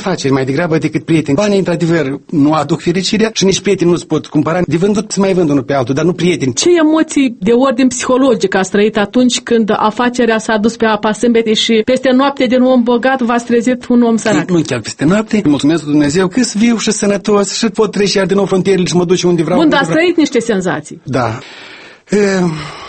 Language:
Romanian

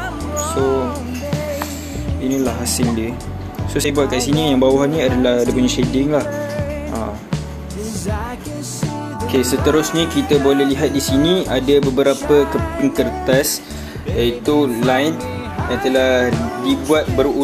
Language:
Malay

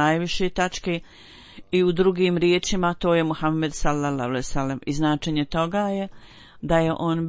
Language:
Bosnian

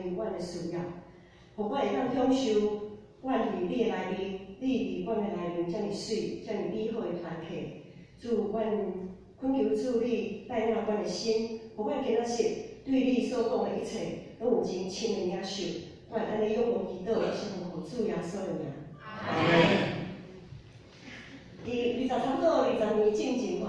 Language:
Min Nan Chinese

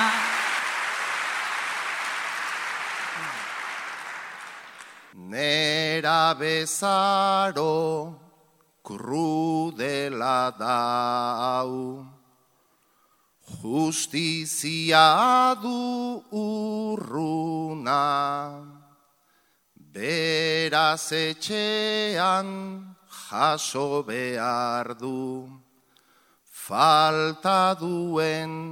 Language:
Basque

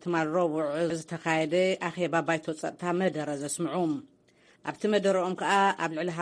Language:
Tigrinya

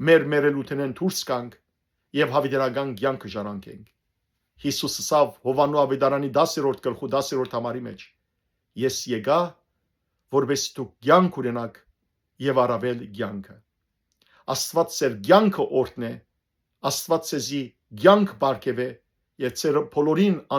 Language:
Western Armenian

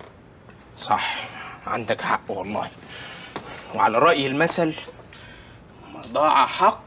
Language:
Egyptian Arabic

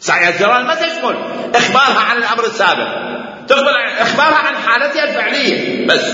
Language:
Mesopotamian Arabic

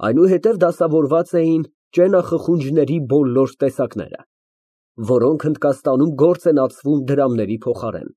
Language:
Armenian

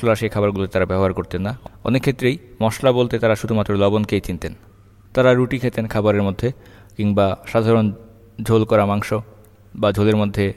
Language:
Bangla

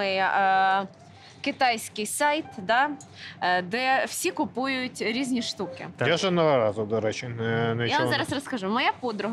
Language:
Ukrainian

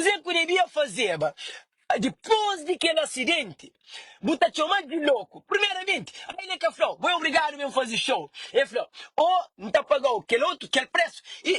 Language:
Kabuverdianu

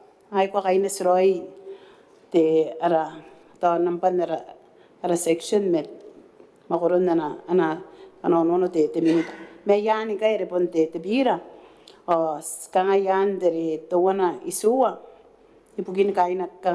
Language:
Gilbertese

